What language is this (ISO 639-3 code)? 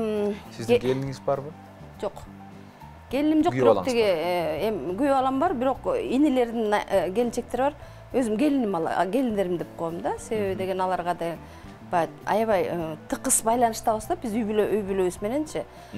kir